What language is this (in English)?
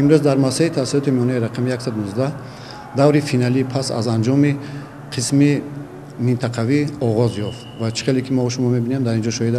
Tajik